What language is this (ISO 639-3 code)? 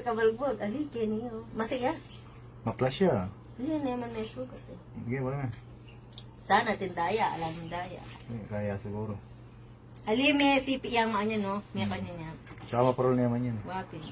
pam